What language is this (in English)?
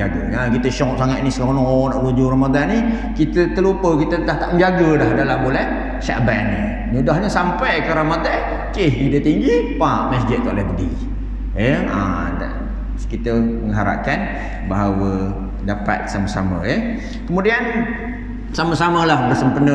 Malay